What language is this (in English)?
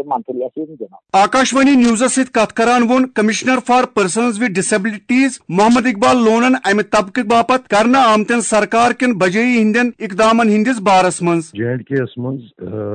Kashmiri